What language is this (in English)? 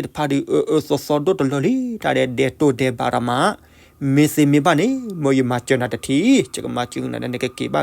S'gaw Karen